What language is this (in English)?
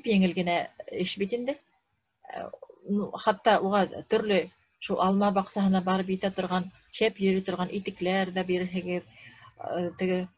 Bashkir